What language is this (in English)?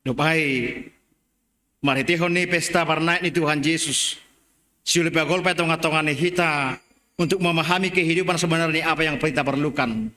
Batak Simalungun